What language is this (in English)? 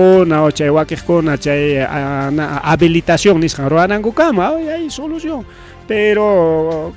Ayacucho Quechua